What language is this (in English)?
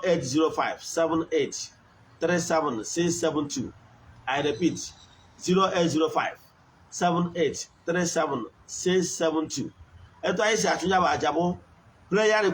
Igbo